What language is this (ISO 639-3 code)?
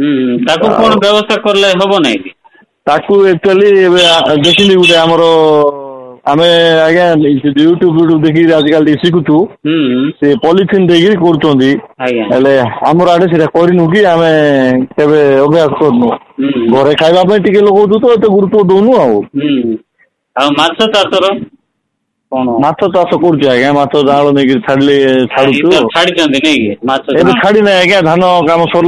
ori